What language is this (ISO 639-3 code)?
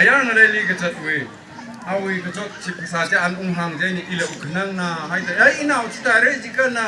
nmf